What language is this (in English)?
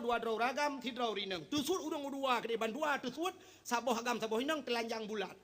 Achinese